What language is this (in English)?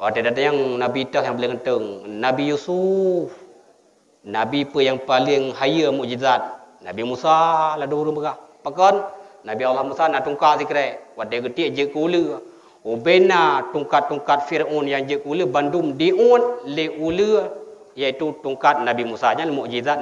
Achinese